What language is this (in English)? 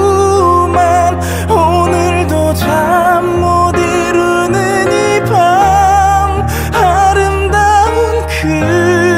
Korean